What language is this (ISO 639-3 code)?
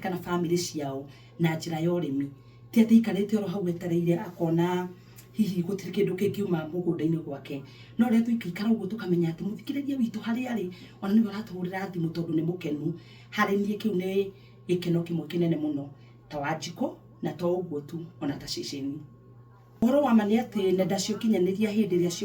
kik